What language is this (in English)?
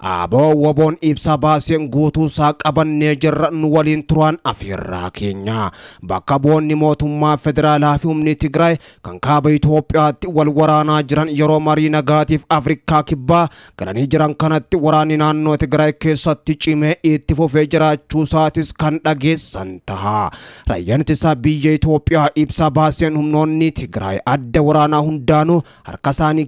Oromo